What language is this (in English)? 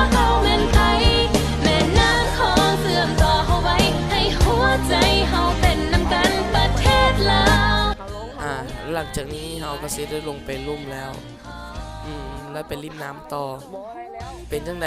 Lao